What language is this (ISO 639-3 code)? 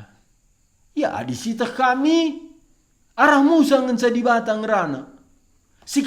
btx